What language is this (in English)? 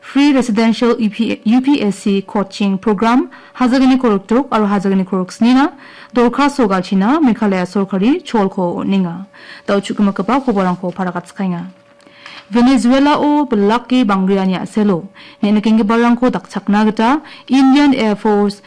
Garo